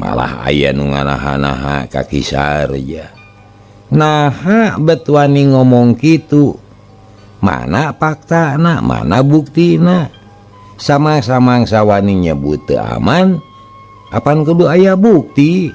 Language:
Sundanese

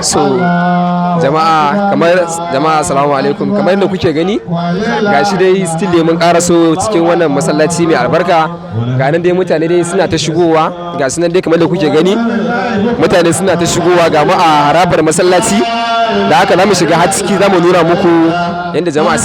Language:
Hausa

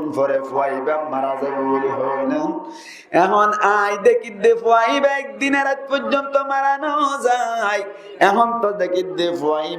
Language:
Rohingya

